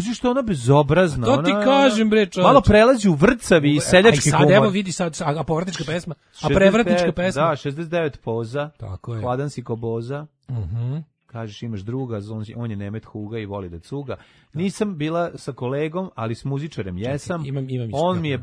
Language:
Serbian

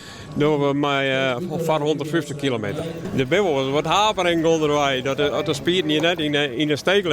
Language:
Western Frisian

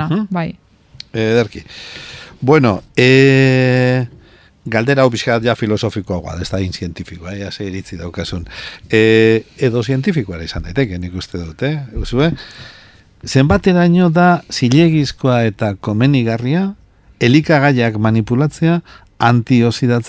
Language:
Basque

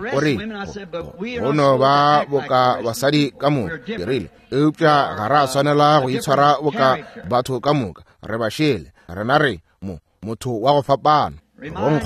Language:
Northern Sotho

